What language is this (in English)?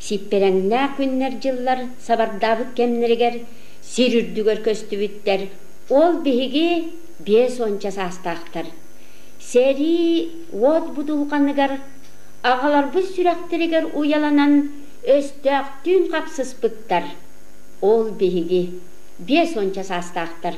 Yakut